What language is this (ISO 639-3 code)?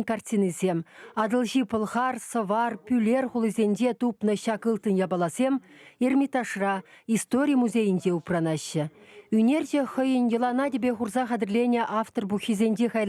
chv